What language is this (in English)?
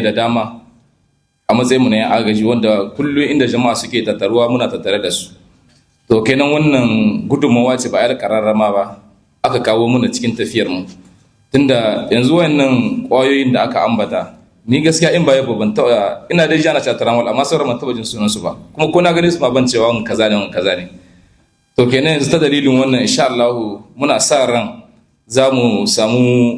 Hausa